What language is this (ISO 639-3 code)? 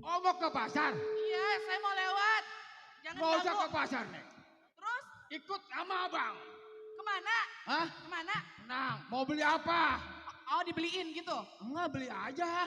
bew